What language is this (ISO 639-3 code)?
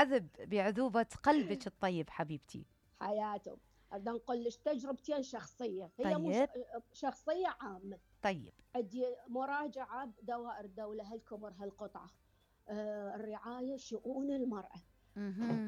acm